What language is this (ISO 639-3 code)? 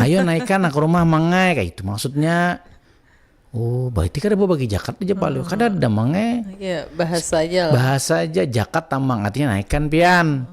bjn